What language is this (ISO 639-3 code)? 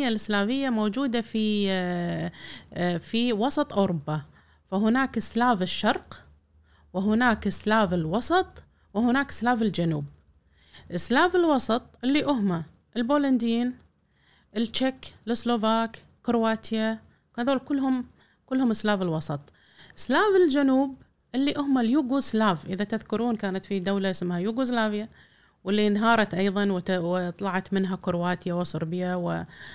afb